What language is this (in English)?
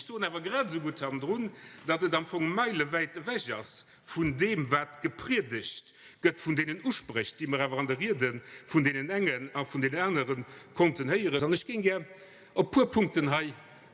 Luxembourgish